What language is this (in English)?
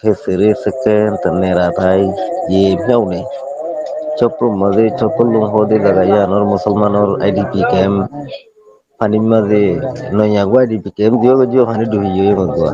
Rohingya